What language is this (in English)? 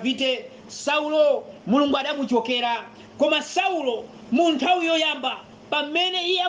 Nyanja